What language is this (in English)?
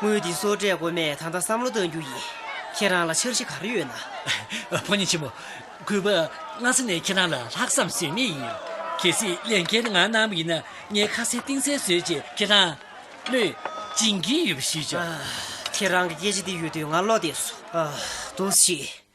Tibetan